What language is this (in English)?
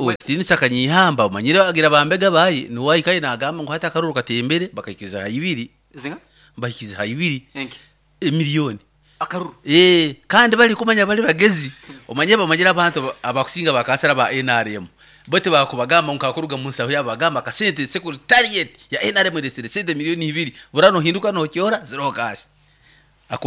Nyoro